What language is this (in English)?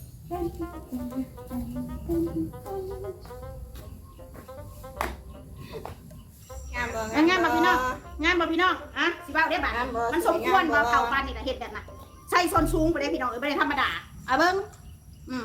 Lao